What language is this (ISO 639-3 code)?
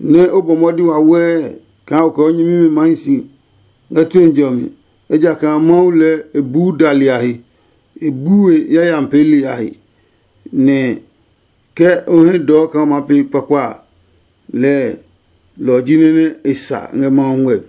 ada